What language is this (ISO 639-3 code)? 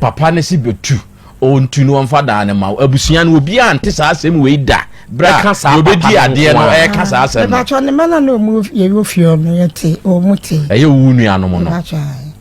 aka